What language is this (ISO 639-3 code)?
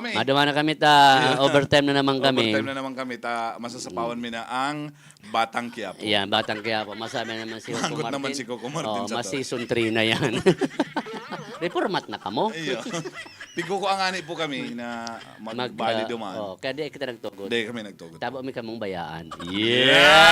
bik